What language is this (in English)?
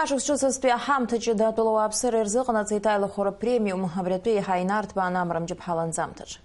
Abkhazian